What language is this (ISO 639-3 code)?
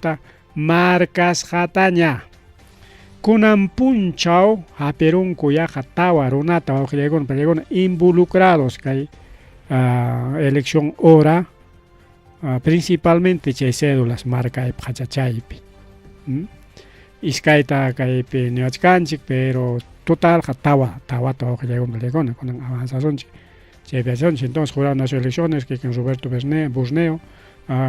quy